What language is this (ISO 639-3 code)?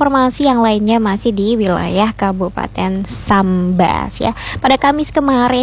ind